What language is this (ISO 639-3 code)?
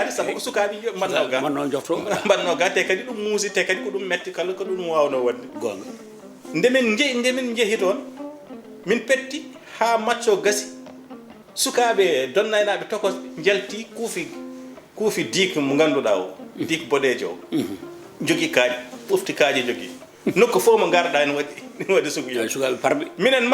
ful